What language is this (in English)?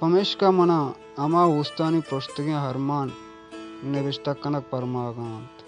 Baluchi